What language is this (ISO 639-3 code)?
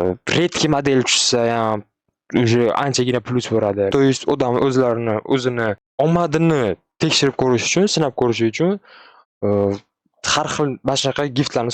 uzb